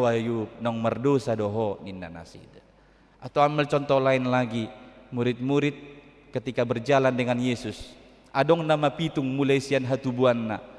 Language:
Batak Toba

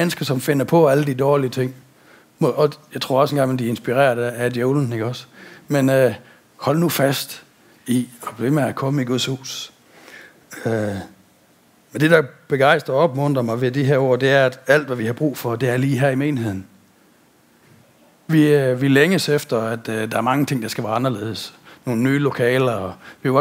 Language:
Danish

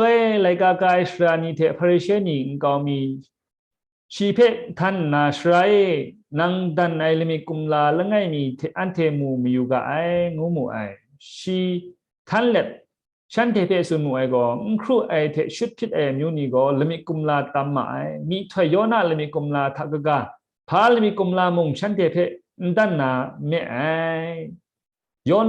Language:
Kachin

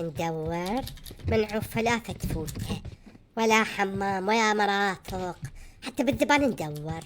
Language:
Mesopotamian Arabic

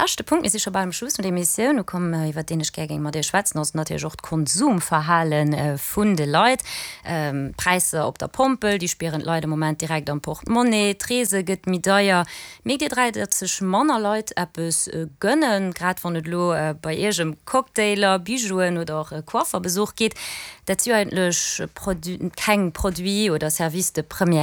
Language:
Luxembourgish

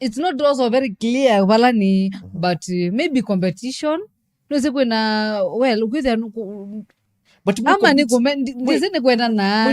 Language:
Kamba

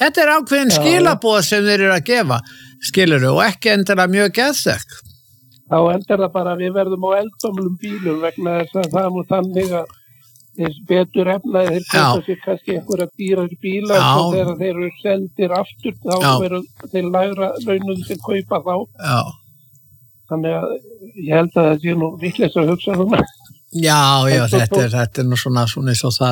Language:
Icelandic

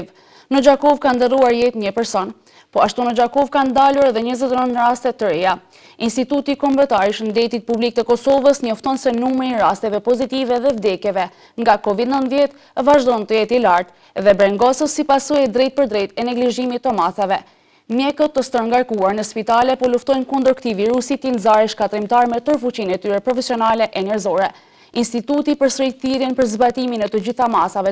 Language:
Albanian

